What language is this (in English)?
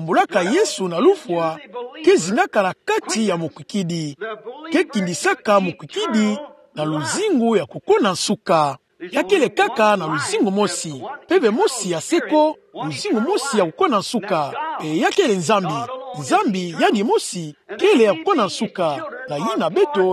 Kituba (Democratic Republic of Congo)